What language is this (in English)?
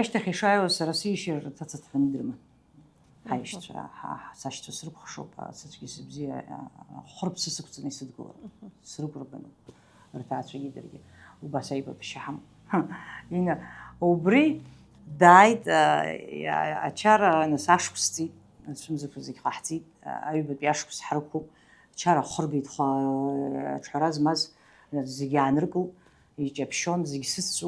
Abkhazian